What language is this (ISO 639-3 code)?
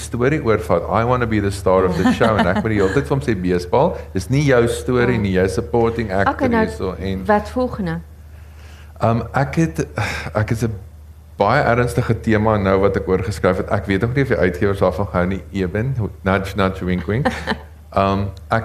afr